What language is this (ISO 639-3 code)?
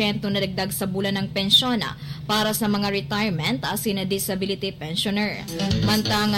bik